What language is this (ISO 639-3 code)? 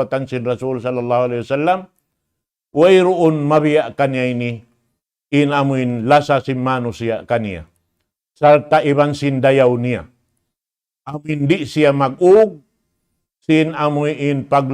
tsg